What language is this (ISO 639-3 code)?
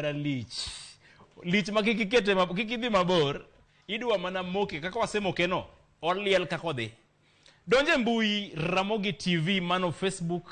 luo